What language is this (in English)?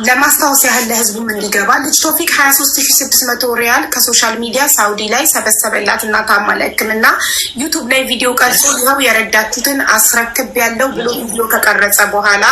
Amharic